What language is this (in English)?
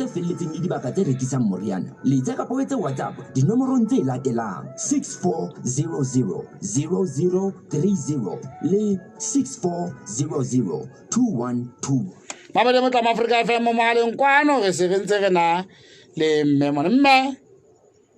Southern Sotho